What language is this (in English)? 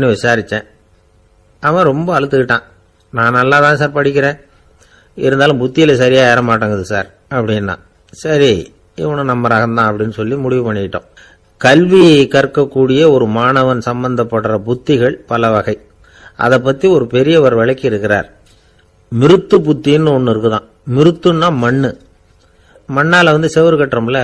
Tamil